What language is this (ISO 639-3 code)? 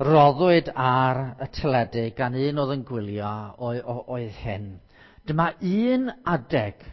cym